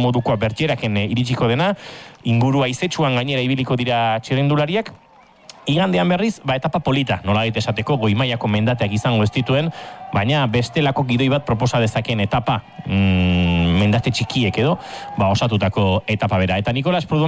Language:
Basque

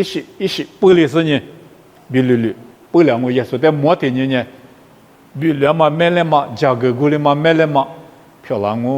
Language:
Lisu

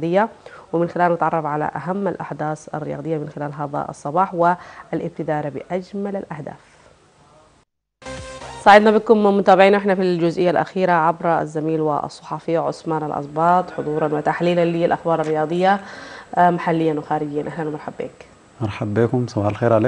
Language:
Sudanese Arabic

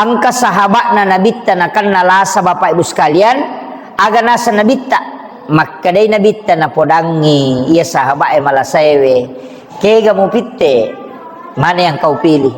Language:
Buginese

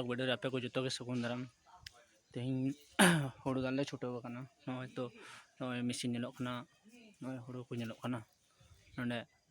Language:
Santali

